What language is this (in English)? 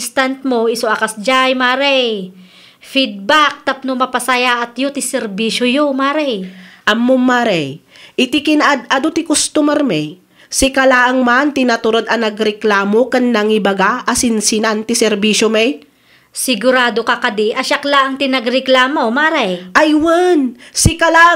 Iloko